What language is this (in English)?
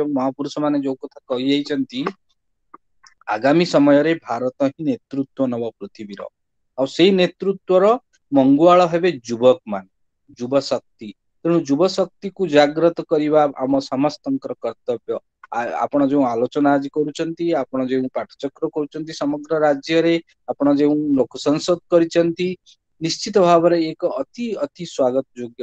Odia